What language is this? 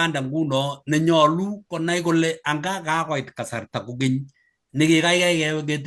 Kalenjin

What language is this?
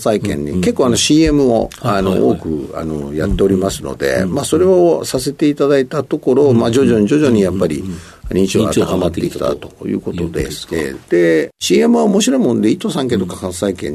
Japanese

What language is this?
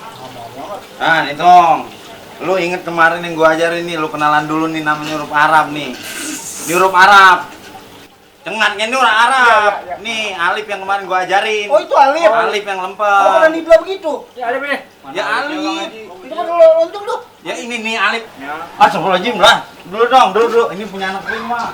Betawi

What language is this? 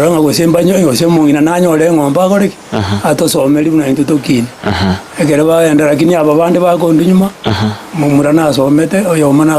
Gusii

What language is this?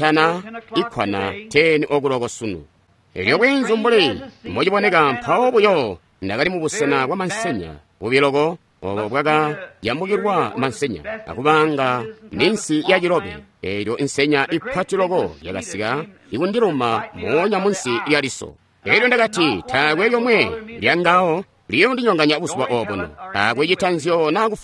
Tonga (Zambia)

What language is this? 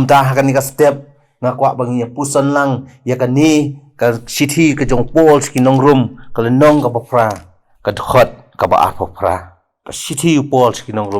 Khasi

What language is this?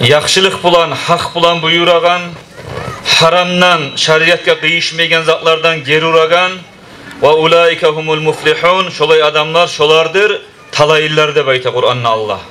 Kumyk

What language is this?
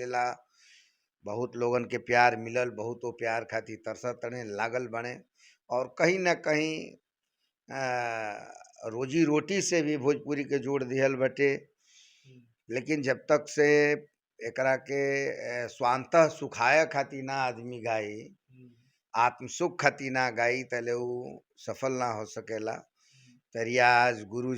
Bhojpuri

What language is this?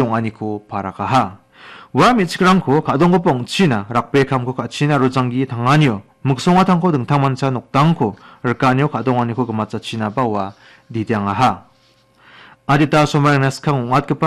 Garo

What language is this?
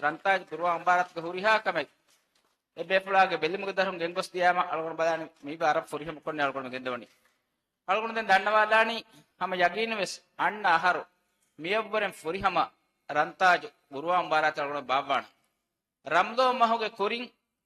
Divehi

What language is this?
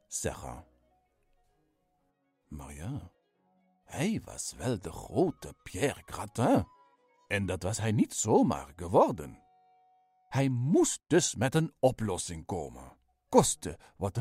Dutch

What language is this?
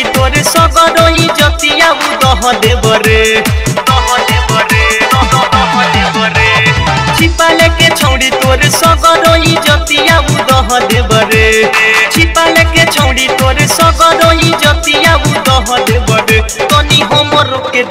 Bhojpuri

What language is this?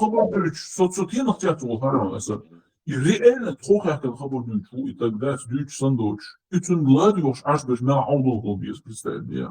Chechen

